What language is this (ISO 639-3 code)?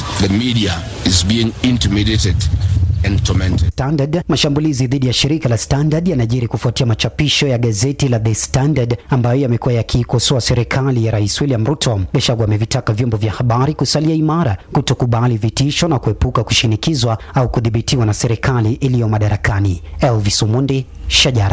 swa